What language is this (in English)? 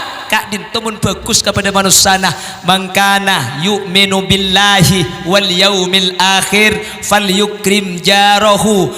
Madurese